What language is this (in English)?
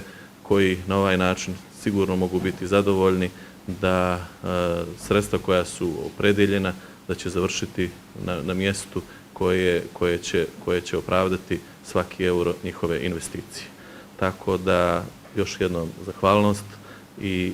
Bosnian